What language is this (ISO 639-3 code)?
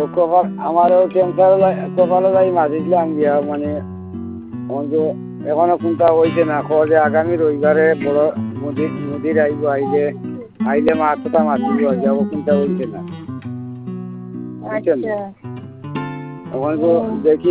ben